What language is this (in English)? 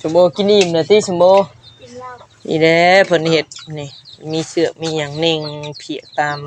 Northeastern Thai